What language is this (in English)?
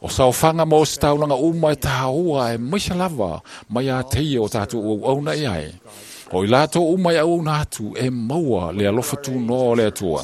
Samoan